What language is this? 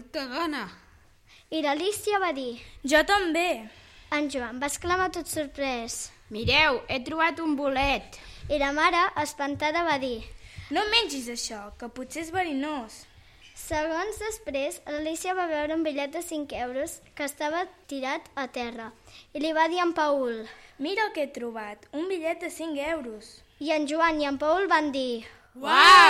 Catalan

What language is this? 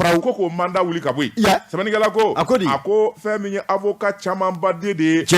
Bambara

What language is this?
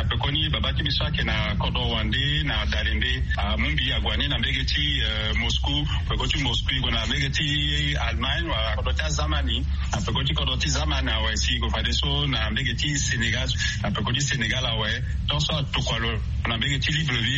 Sango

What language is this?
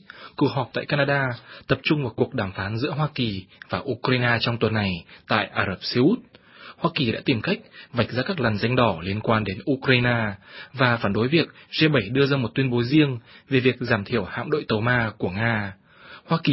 Vietnamese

